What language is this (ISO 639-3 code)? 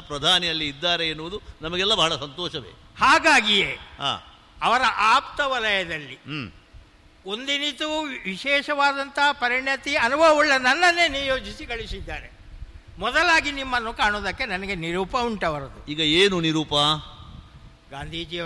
kan